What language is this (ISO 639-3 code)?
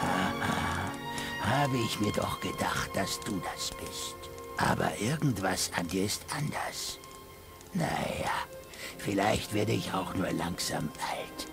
bar